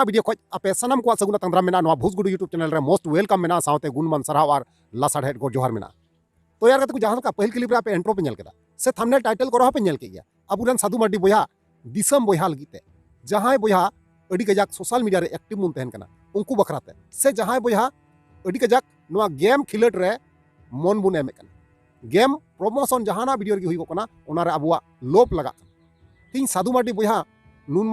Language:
Santali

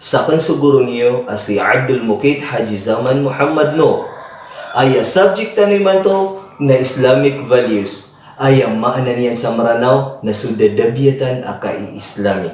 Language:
Maranao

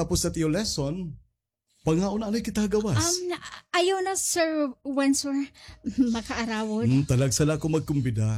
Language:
Waray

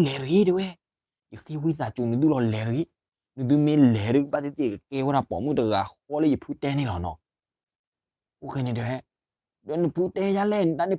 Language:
S'gaw Karen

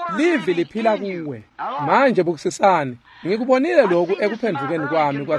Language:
Swati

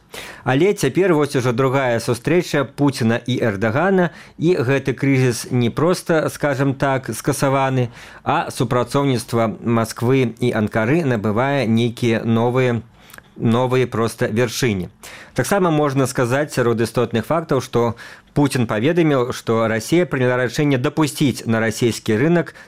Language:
Belarusian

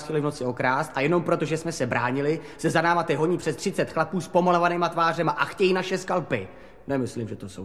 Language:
Czech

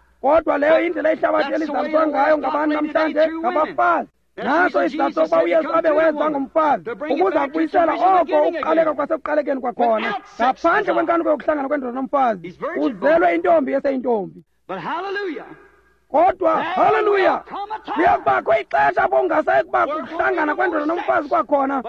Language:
Xhosa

